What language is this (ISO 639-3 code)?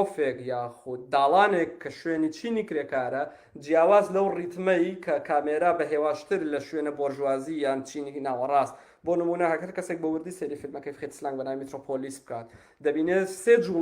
ckb